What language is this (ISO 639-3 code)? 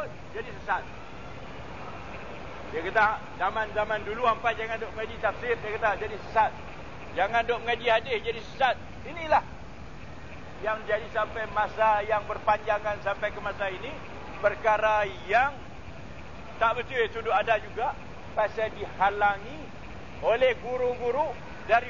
msa